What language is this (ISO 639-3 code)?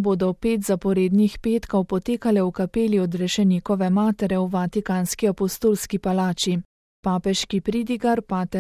slv